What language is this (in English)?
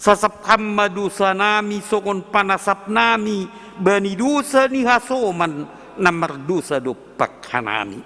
Batak Simalungun